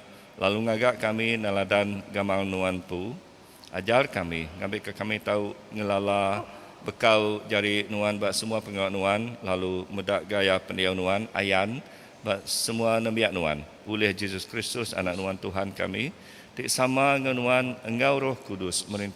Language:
Iban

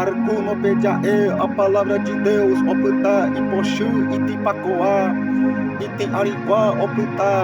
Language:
Guarani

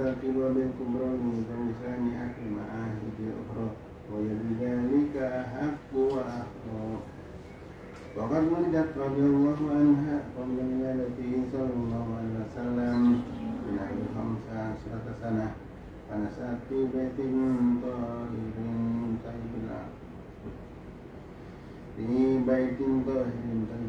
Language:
Arabic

